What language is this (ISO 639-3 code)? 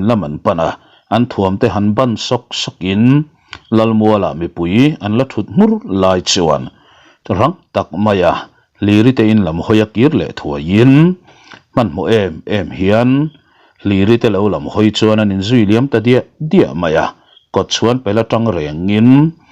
lus